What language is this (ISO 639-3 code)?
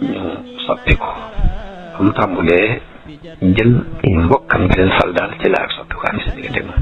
wol